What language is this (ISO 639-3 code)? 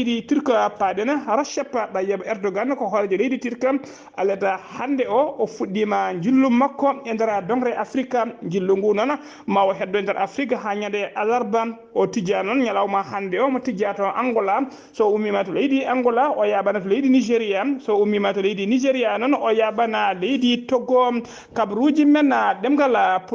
ful